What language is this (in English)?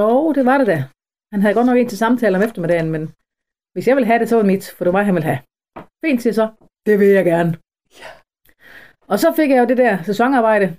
Danish